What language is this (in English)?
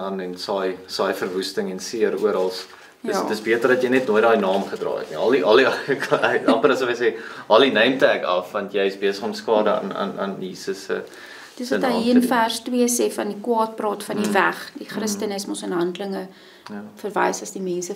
Afrikaans